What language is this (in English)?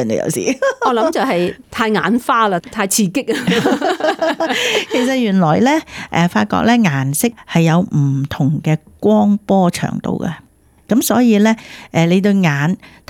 Cantonese